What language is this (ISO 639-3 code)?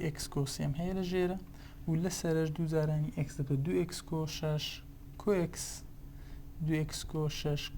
ckb